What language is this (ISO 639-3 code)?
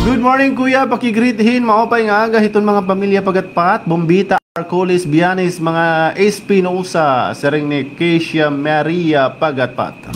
war